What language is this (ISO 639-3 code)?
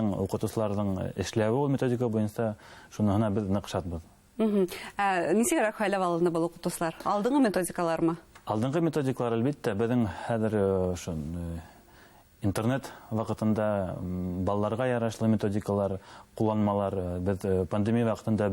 bak